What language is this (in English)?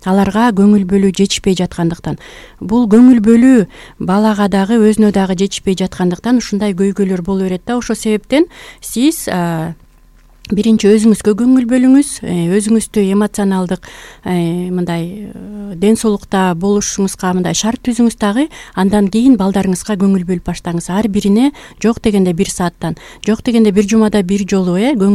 Kyrgyz